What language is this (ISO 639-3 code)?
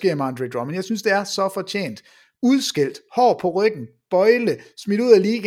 dan